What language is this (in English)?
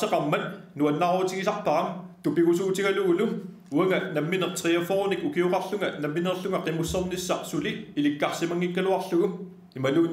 Kalaallisut